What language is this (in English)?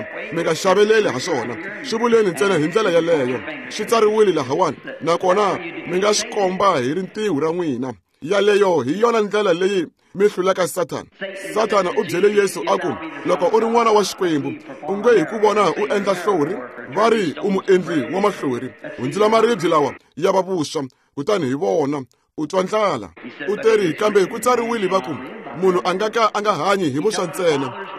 Tsonga